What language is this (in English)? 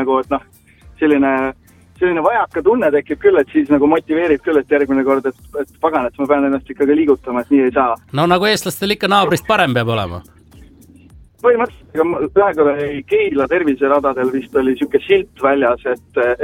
Estonian